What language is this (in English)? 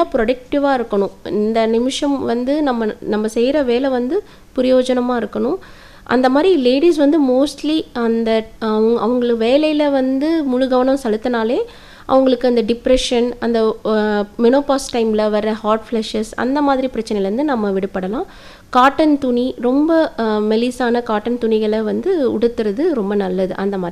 Tamil